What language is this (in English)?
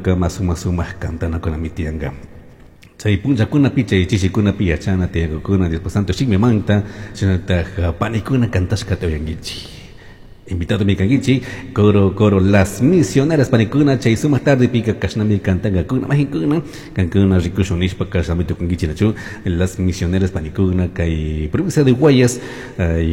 Chimborazo Highland Quichua